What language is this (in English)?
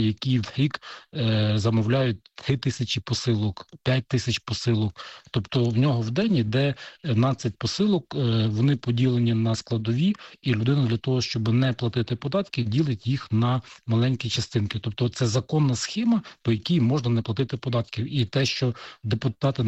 Ukrainian